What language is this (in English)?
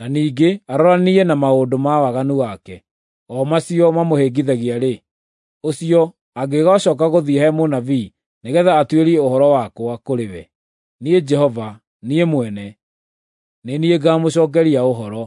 Kikuyu